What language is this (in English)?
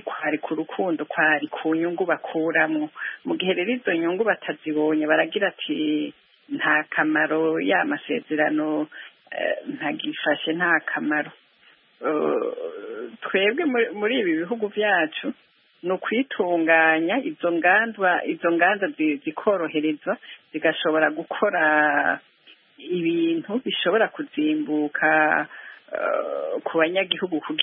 Kinyarwanda